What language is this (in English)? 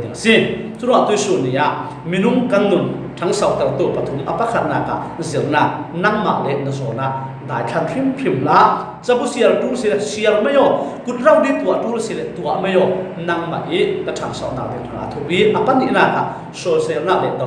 Falam Chin